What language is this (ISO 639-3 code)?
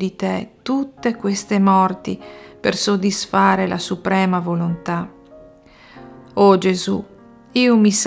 ita